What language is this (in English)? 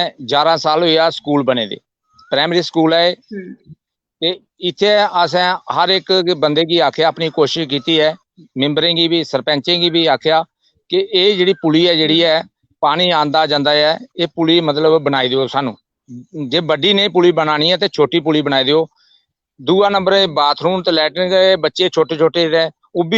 Dogri